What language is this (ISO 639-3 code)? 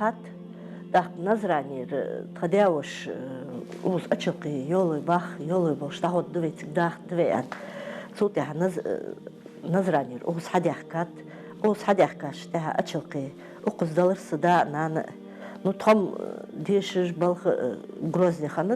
inh